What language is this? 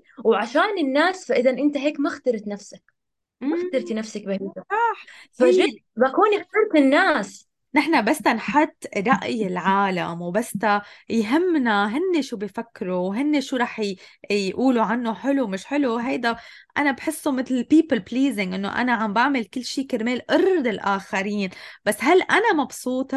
North Levantine Arabic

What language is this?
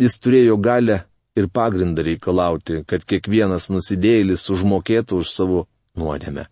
Lithuanian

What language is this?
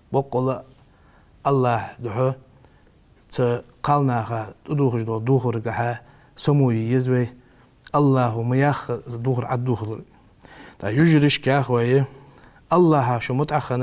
Ingush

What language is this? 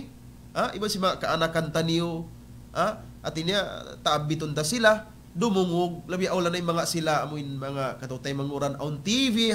Tausug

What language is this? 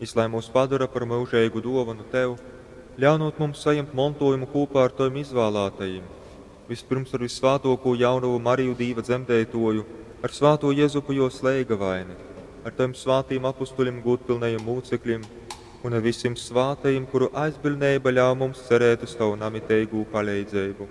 Latgalian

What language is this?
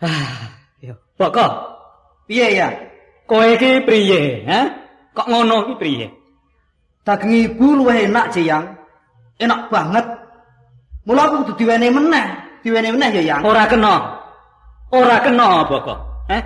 Javanese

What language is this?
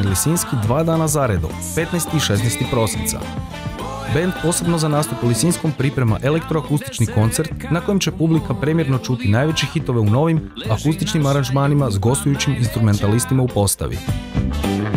Croatian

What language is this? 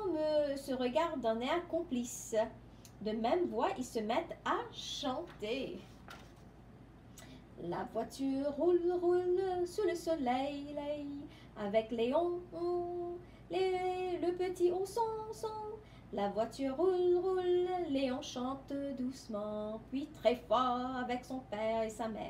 French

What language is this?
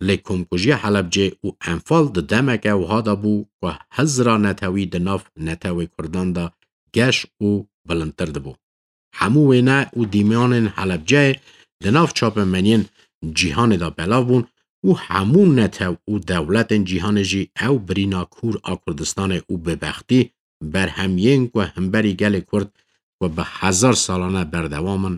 Kurdish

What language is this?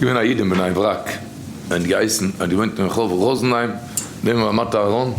Yiddish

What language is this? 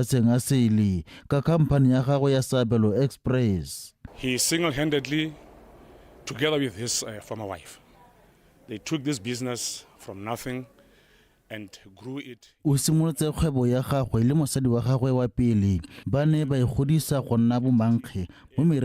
Tswana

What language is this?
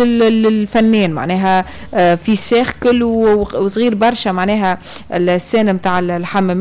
Tunisian Arabic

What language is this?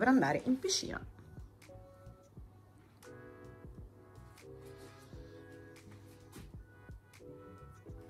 Italian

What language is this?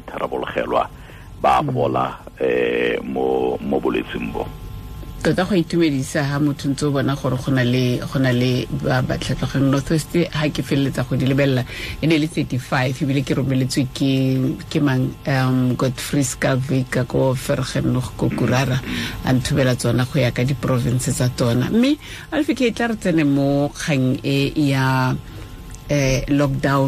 Tswana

